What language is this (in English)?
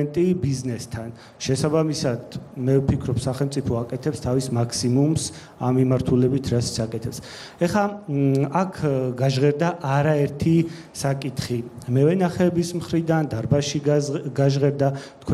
Georgian